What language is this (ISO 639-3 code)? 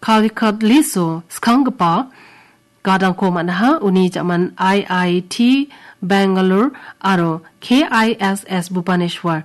grt